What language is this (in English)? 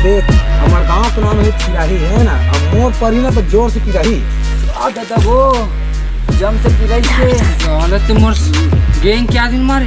Chhattisgarhi